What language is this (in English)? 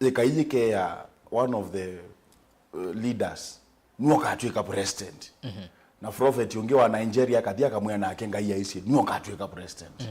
Kamba